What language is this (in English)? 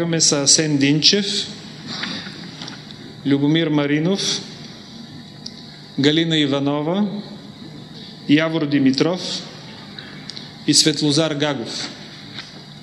Bulgarian